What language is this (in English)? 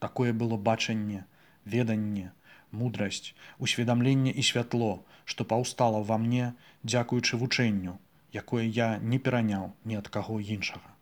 Belarusian